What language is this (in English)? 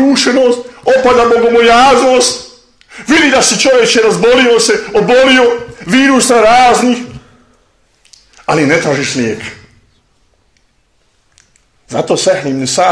Bosnian